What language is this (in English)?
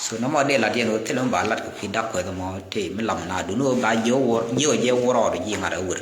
Nuer